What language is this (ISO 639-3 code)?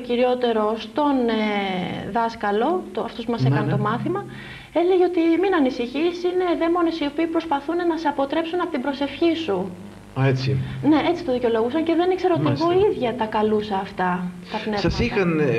ell